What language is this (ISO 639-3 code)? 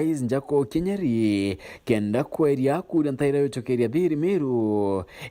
mer